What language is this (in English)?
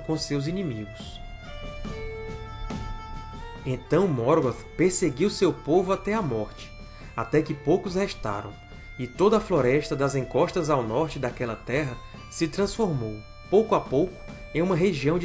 Portuguese